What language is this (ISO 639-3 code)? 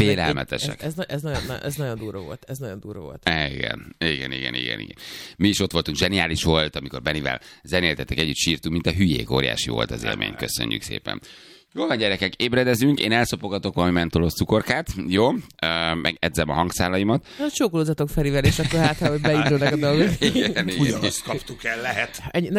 hun